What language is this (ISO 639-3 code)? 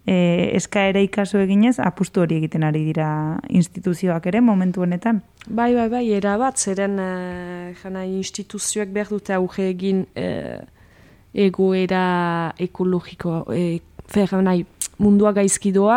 eus